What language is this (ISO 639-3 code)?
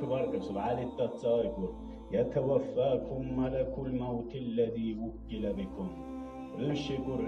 dar